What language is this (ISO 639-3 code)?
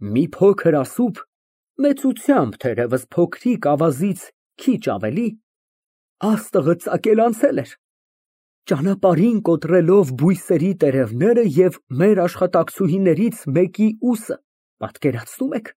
hye